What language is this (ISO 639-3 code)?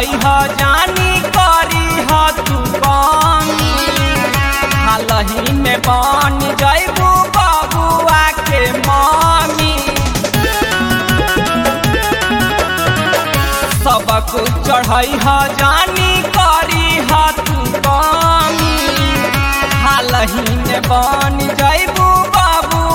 bho